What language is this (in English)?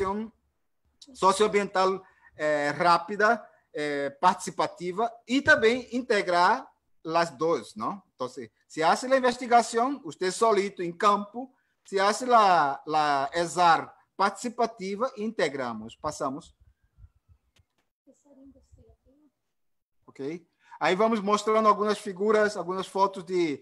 Portuguese